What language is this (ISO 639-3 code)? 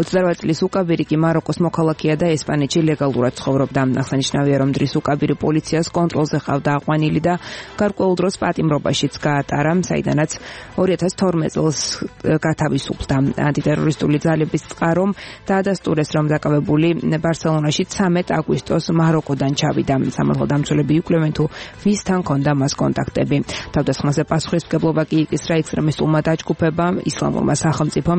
kat